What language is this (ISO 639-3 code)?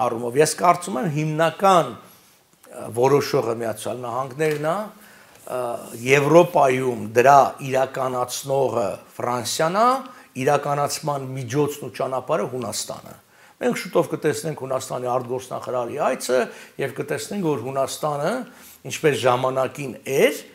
hye